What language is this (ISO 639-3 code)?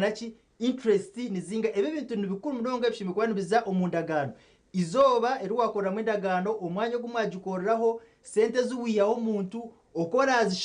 nyn